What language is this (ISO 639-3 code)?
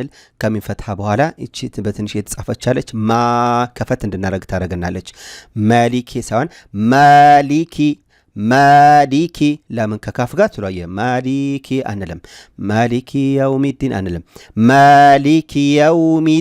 amh